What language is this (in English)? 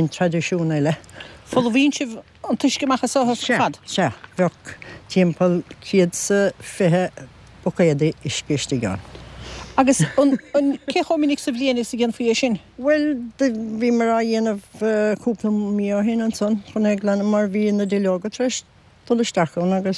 Irish